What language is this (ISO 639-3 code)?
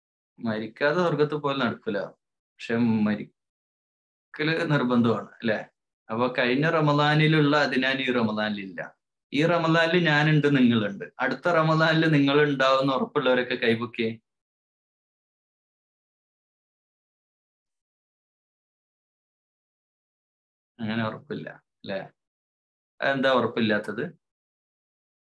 mal